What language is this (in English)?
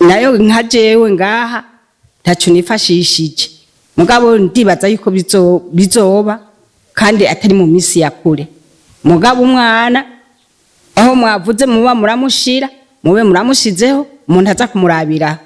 Rundi